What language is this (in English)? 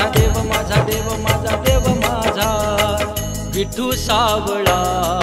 Marathi